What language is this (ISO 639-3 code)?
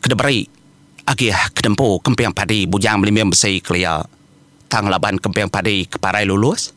iba